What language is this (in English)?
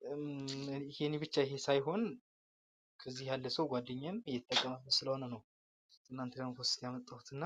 Amharic